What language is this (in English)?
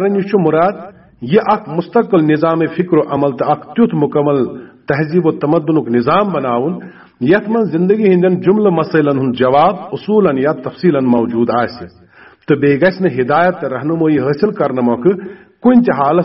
Kashmiri